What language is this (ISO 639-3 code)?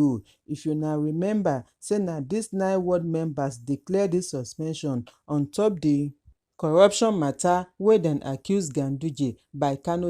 pcm